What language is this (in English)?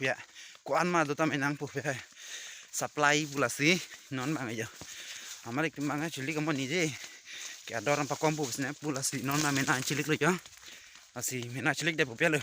Karbi